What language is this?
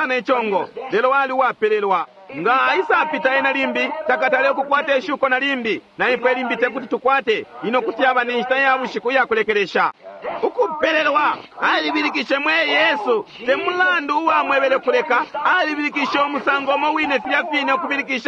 Bemba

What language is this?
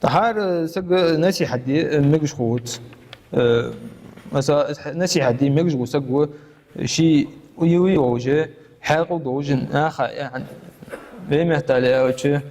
Ingush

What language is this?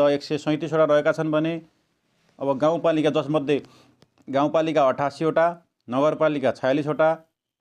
Nepali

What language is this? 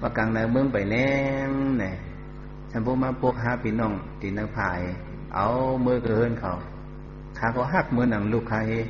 Shan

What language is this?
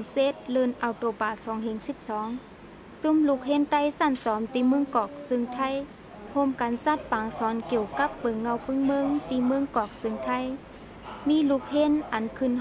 Shan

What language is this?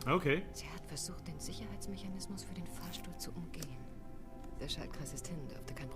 Bavarian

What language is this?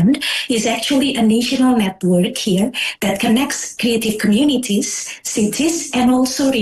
English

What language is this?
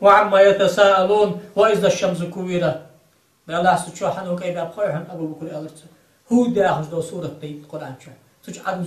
Ingush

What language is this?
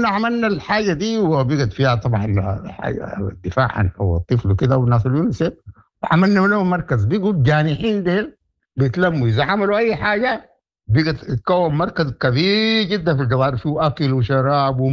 Sudanese Arabic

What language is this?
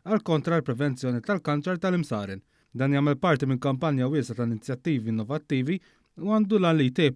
Maltese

